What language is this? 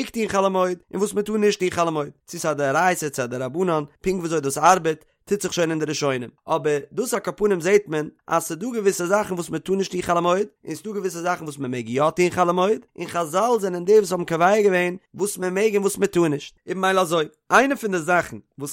Yiddish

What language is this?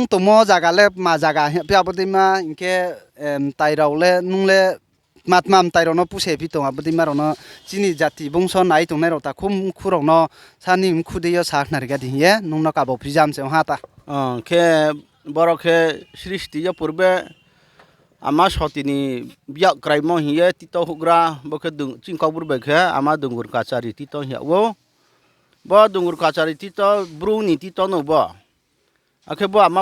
Riang (India)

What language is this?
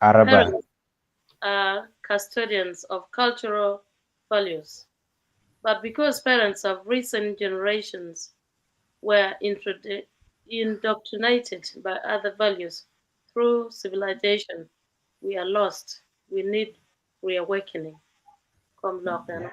Acoli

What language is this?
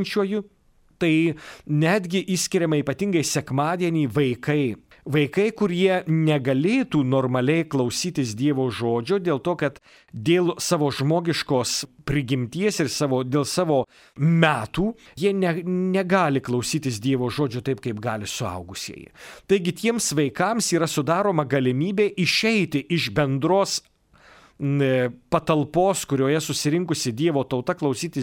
Lithuanian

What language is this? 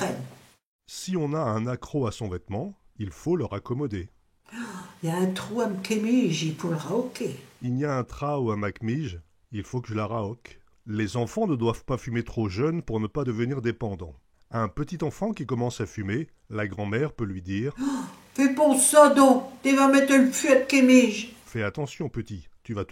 Picard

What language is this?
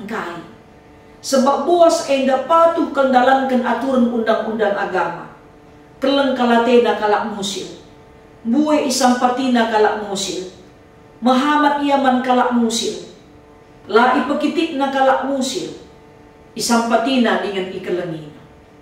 Batak Karo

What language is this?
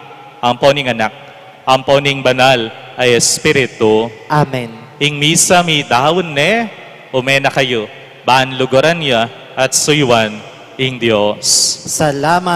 Pampanga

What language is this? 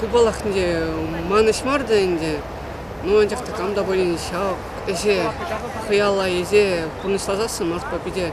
Chuvash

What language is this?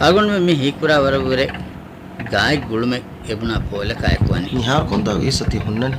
Divehi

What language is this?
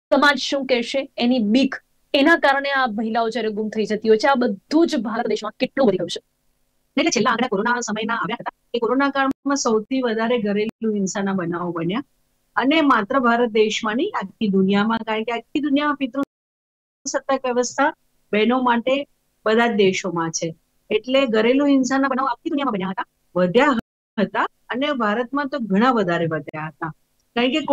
Gujarati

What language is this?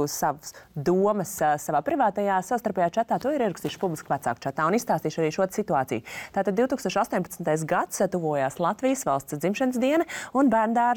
Latvian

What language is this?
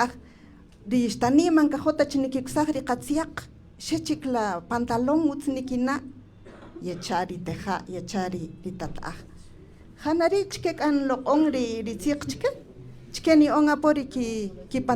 Kaqchikel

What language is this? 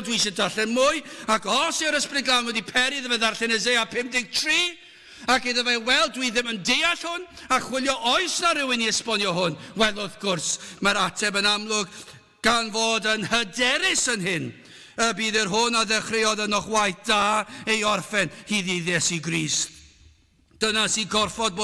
Welsh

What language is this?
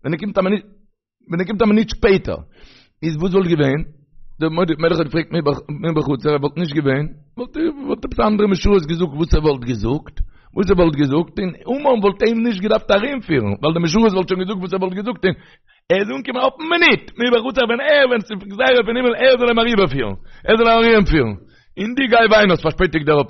Yiddish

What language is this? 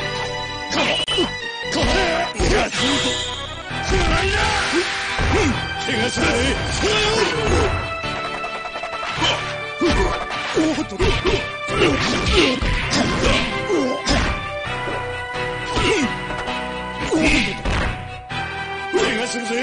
Japanese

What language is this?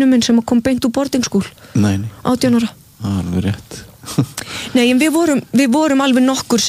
Icelandic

